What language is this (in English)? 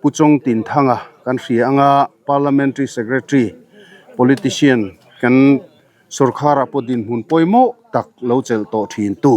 Mizo